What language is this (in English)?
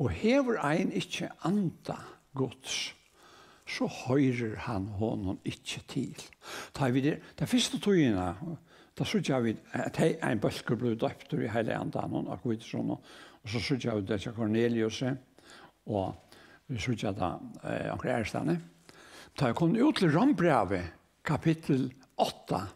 Faroese